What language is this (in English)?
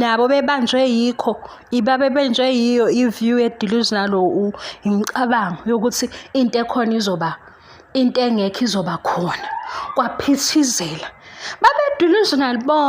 Zulu